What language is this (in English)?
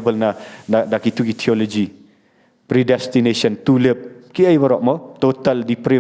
Khasi